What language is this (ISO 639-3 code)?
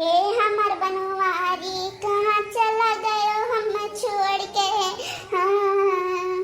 awa